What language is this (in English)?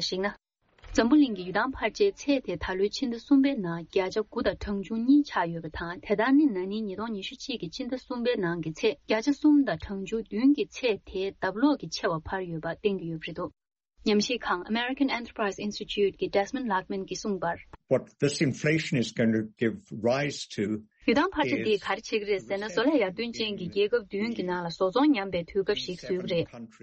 Tibetan